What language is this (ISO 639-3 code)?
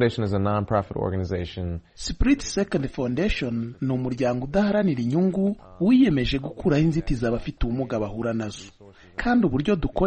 kin